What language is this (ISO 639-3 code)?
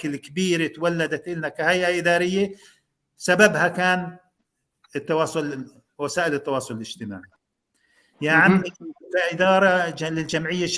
apc